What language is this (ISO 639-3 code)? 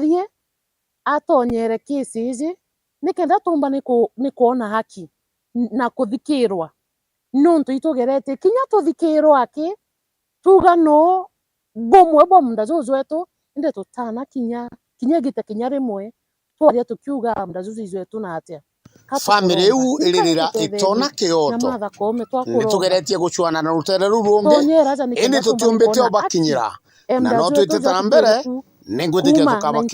mer